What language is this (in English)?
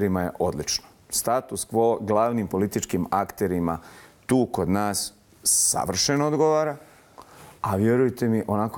Bosnian